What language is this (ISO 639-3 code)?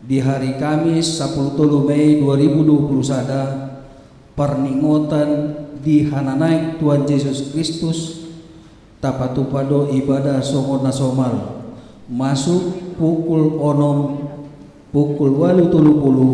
bbc